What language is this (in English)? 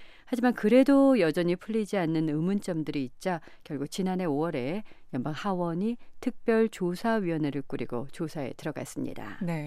Korean